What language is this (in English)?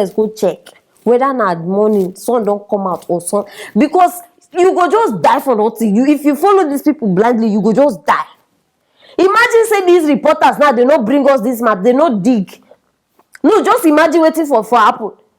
Nigerian Pidgin